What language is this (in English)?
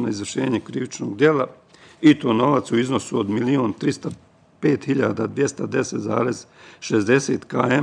Bosnian